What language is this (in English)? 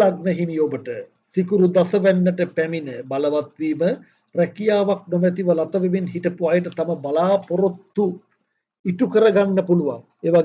Sinhala